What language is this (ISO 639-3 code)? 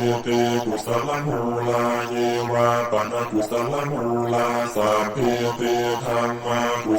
pli